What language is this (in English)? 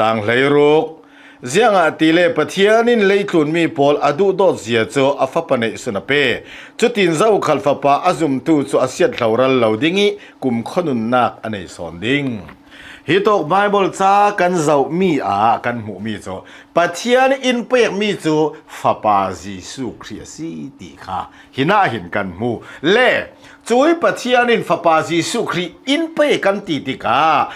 Hakha Chin